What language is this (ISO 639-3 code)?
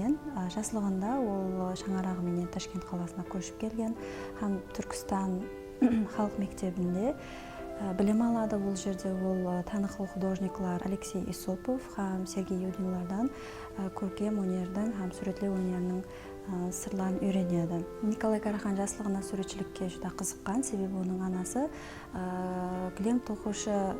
kaa